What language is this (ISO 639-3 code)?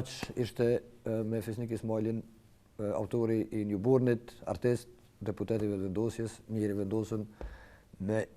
sqi